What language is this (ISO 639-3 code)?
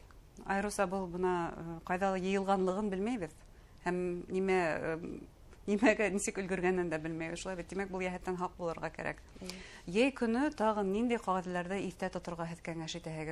bak